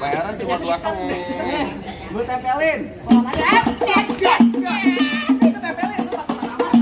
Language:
Betawi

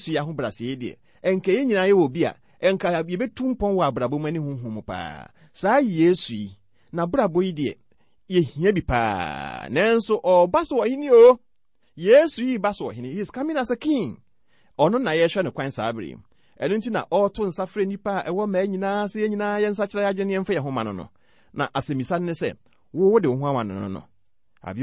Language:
Akan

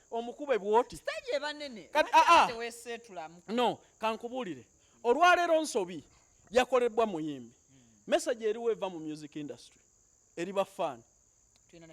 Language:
Ganda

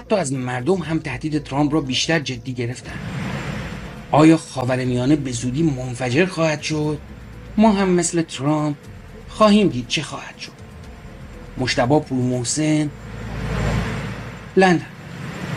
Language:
Persian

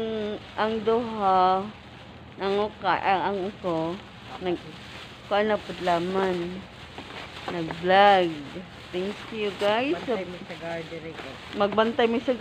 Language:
Cebuano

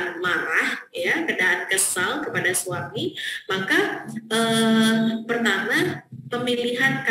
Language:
Indonesian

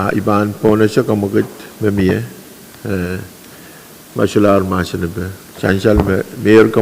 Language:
Pohnpeian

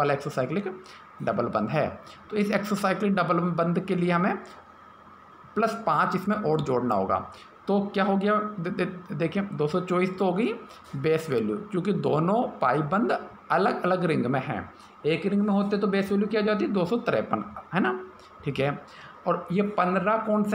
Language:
Hindi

